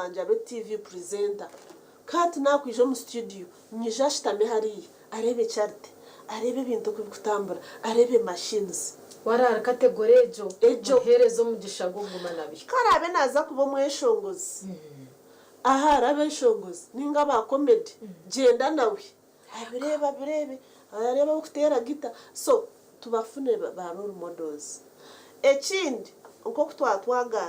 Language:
Nyankole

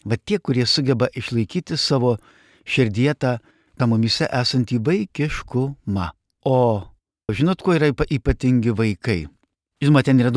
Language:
Lithuanian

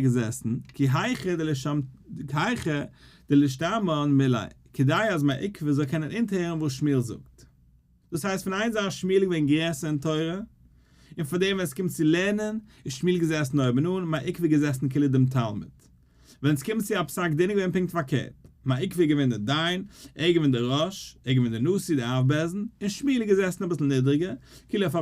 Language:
Yiddish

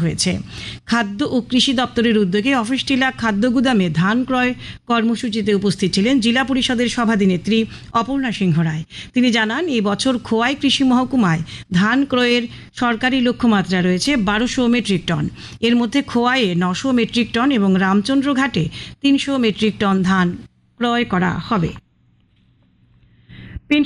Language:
Bangla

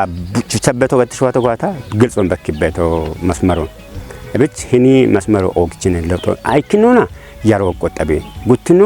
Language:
Kafa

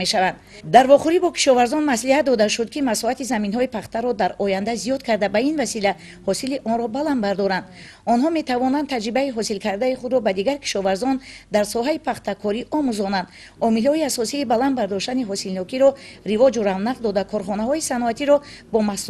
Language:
Tajik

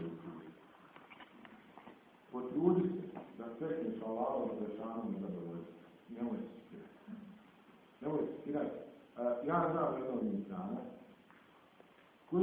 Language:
Bosnian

